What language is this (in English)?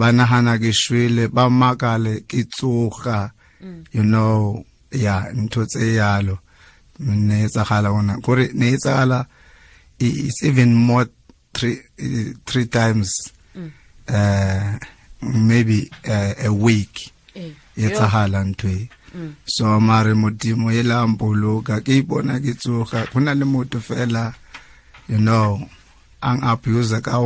Tswana